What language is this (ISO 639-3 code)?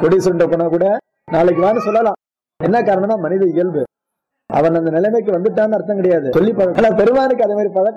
tam